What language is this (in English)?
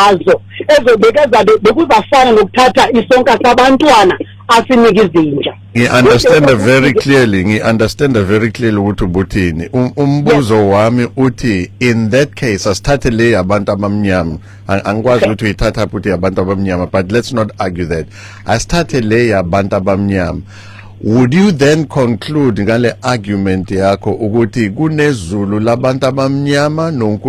Zulu